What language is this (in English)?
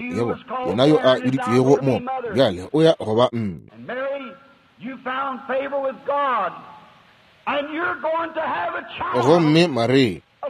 Northern Sotho